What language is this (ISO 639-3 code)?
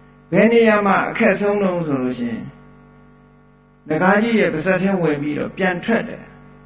mya